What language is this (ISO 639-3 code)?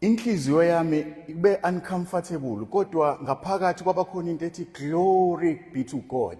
zul